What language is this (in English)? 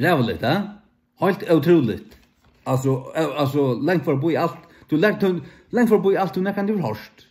Faroese